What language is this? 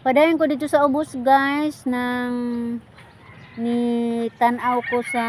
Cebuano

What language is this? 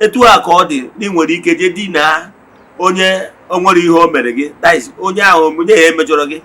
Igbo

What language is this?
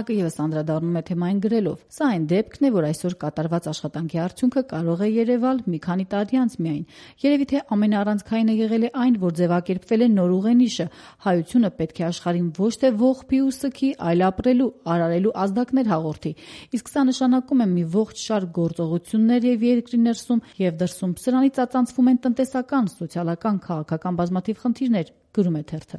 Armenian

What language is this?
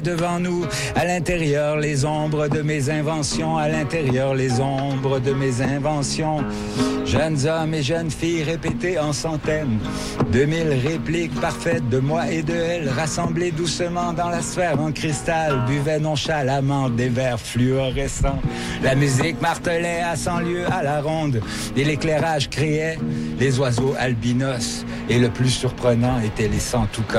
French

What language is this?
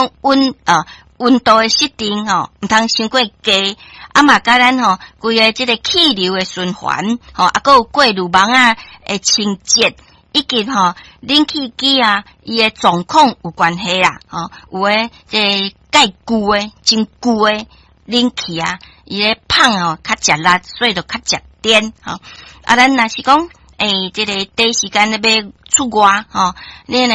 Min Nan Chinese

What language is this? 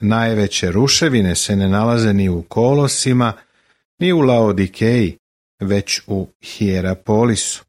Serbian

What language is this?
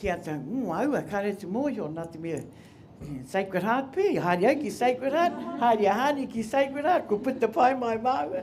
Māori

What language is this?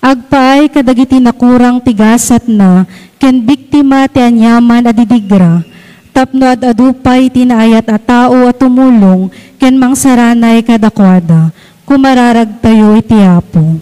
Iloko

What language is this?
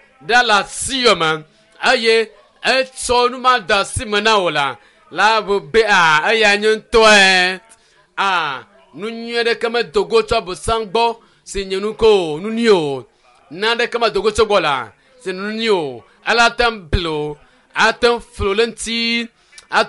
Ewe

